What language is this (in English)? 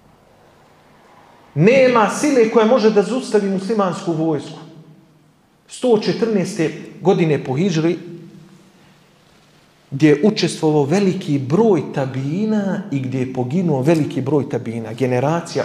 Bosnian